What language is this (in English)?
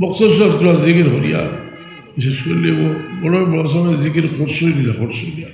Sylheti